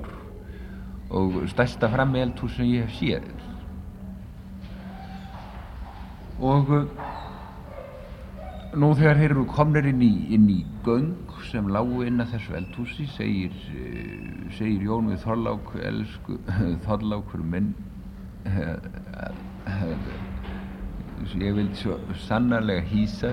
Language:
Icelandic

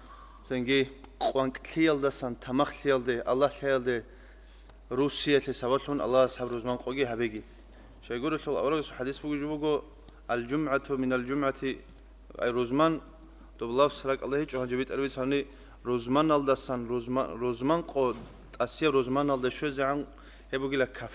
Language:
Avaric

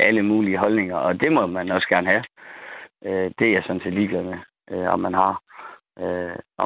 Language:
Danish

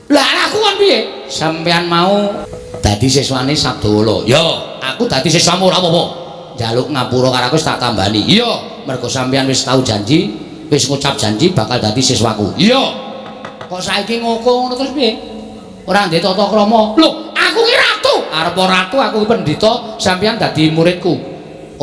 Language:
Javanese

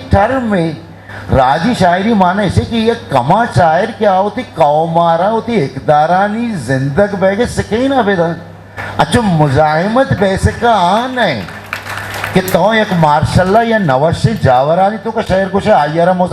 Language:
Eastern Balochi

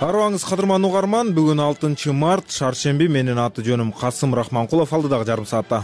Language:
Kyrgyz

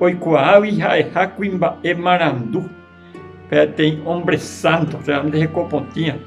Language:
Guarani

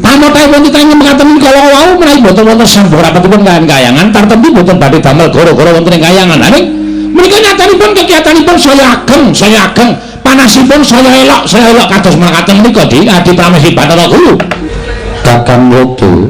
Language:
Javanese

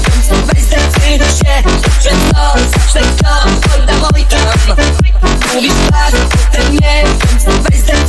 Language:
Polish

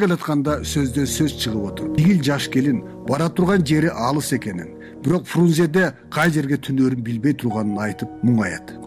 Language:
Kyrgyz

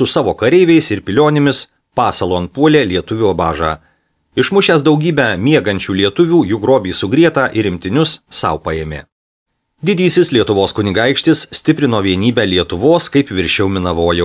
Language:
Lithuanian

